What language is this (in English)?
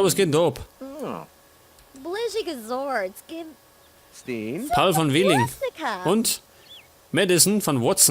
Bavarian